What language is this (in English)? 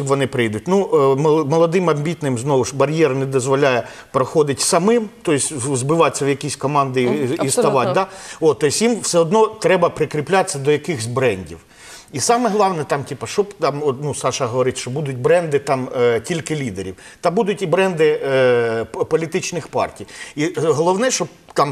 Ukrainian